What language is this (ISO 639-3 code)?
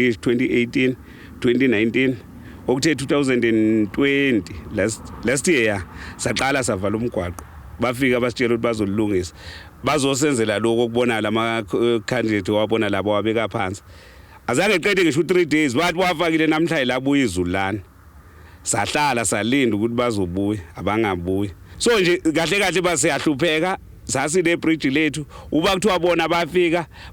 zul